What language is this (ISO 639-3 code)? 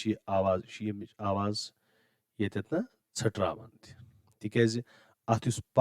kas